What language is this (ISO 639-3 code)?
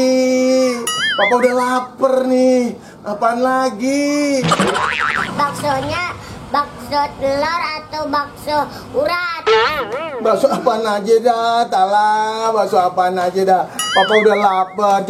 bew